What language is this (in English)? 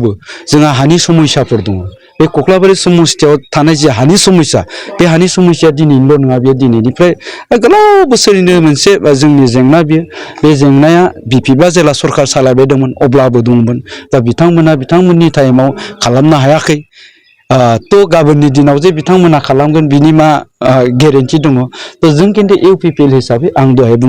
Bodo